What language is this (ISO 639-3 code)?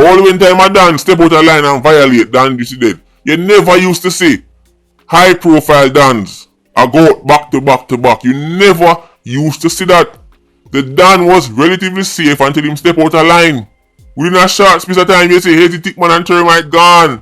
jam